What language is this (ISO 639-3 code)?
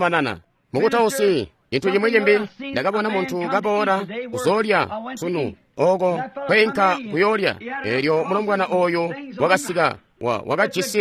toi